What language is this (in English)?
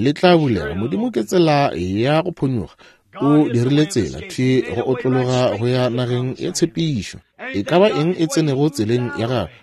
Northern Sotho